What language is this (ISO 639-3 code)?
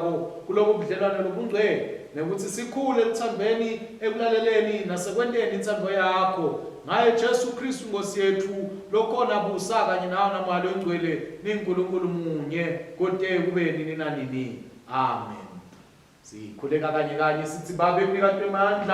ssw